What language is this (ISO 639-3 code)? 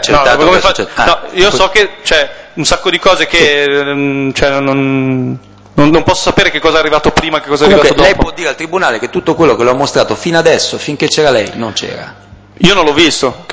ita